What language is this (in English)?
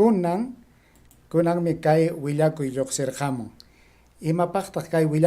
Ayacucho Quechua